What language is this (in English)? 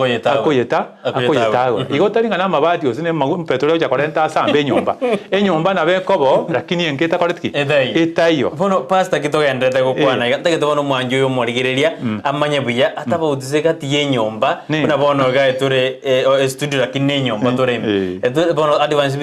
Gusii